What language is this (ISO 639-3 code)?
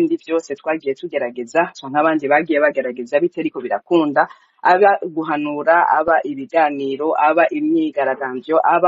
run